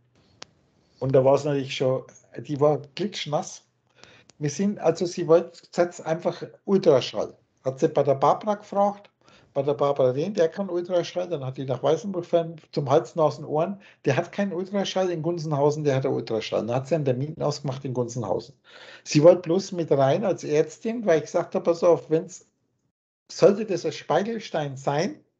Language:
German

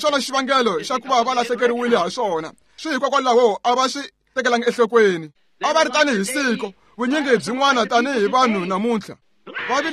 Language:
Tsonga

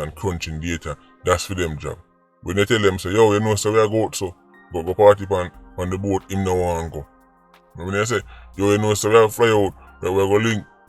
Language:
Jamaican Creole English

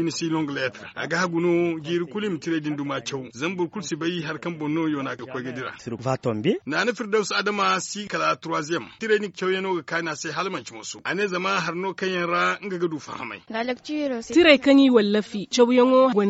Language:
Zarma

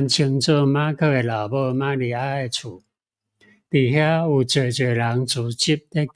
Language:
Min Nan Chinese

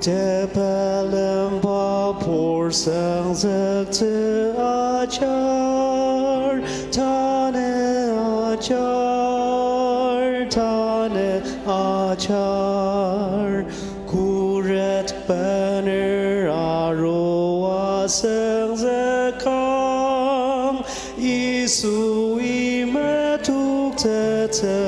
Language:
Ao Naga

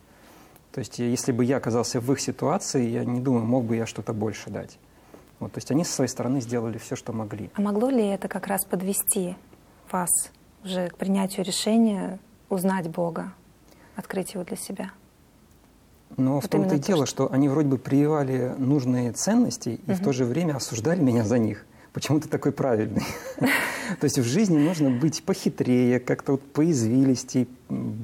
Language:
Russian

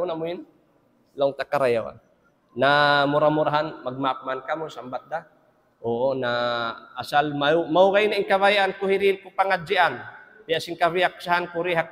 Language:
Tausug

